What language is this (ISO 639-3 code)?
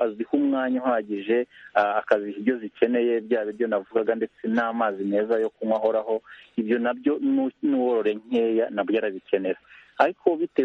kin